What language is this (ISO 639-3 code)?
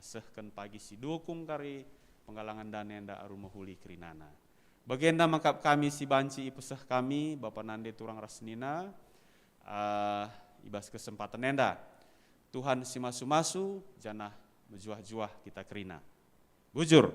btx